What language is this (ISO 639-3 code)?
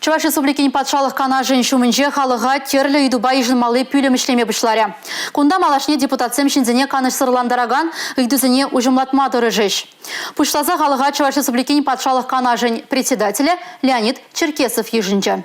chv